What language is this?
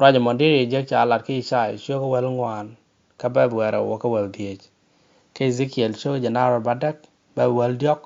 Nuer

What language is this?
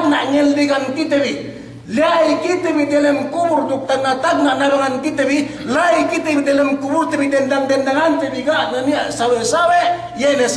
Yakan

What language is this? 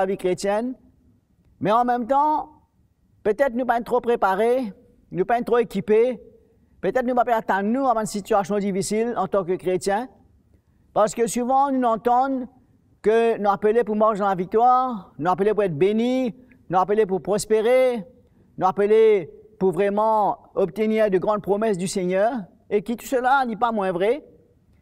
Morisyen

